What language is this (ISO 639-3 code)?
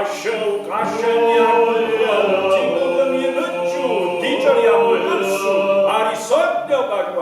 kbd